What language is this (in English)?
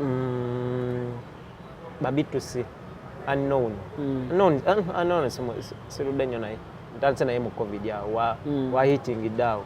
Ganda